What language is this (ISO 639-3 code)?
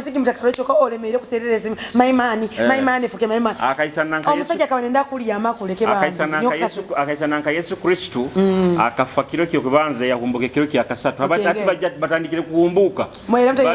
nyo